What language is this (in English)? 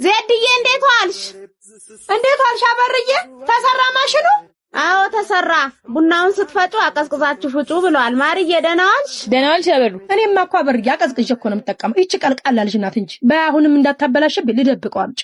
Amharic